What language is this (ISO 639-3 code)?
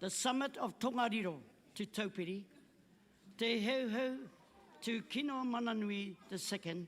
mri